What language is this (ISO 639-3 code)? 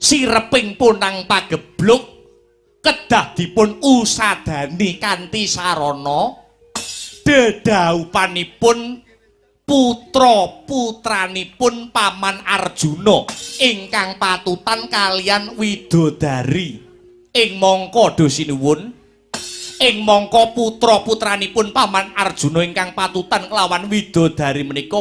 jav